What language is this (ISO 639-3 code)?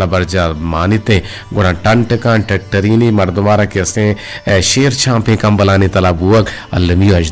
bgp